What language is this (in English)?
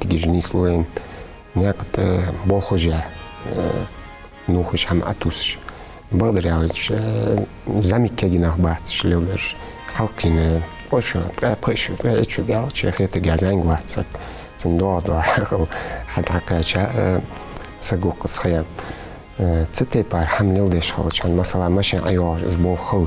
Ingush